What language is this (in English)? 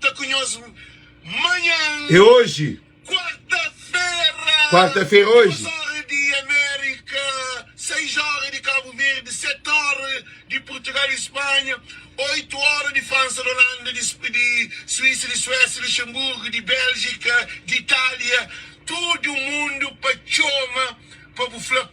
Kabuverdianu